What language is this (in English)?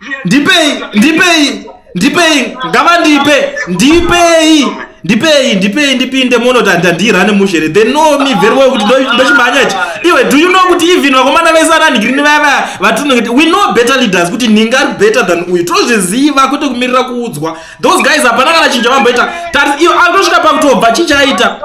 Shona